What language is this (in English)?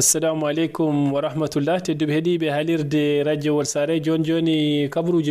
Fula